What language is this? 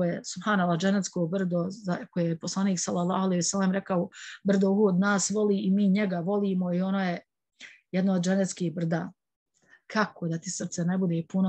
Bosnian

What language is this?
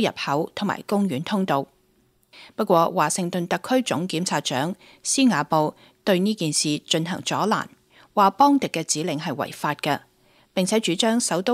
Cantonese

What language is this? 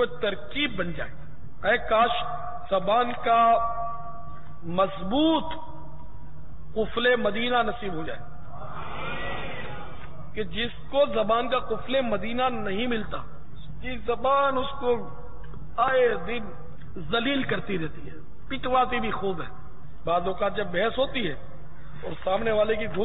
Urdu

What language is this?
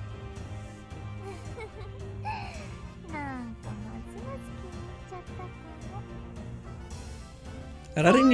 Polish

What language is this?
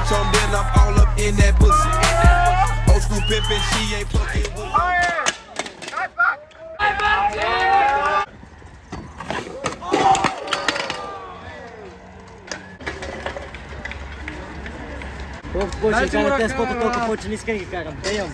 Bulgarian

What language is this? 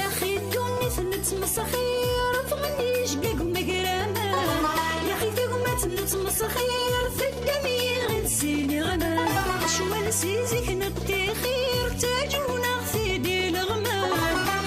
Kabyle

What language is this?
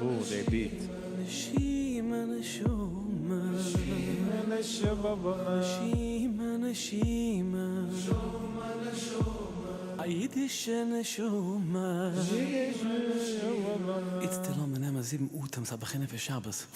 Yiddish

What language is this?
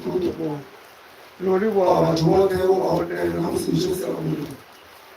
Venda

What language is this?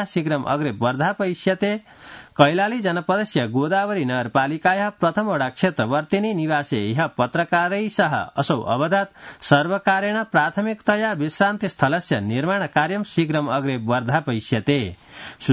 Sanskrit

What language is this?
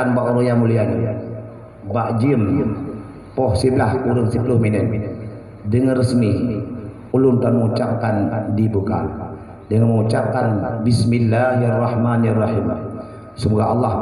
Achinese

